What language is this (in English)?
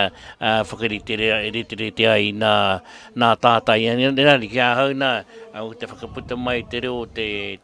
Māori